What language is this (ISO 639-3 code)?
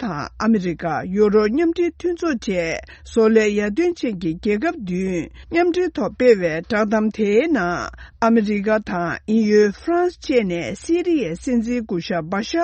bod